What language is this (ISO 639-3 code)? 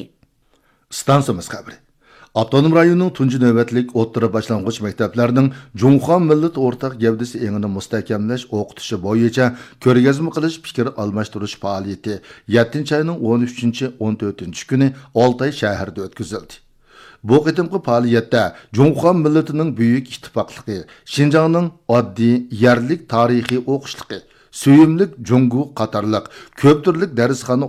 uig